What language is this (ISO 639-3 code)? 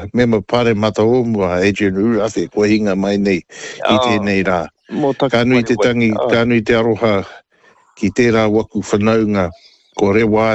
mri